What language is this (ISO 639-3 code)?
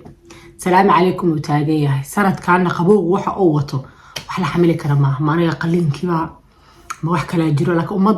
som